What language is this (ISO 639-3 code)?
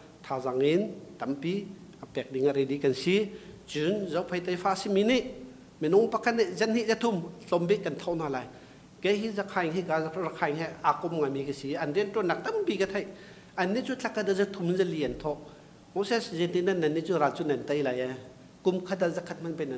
cnh